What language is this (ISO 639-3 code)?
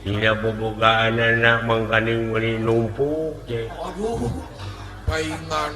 sun